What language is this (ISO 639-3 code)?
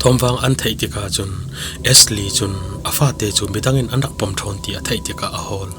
cfm